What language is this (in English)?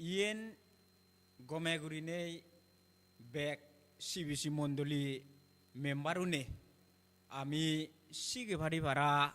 Chakma